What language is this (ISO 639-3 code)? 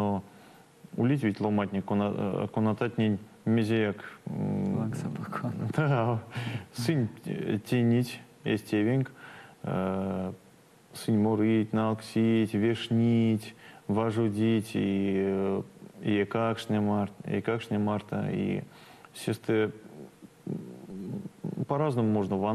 myv